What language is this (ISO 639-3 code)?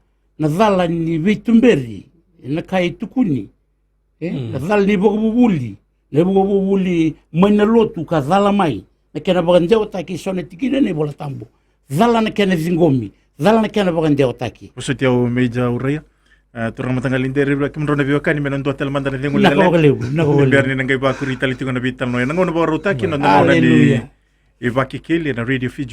fij